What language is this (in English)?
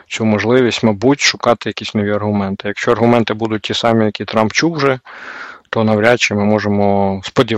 Ukrainian